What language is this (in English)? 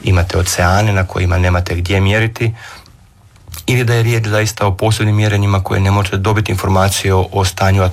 Croatian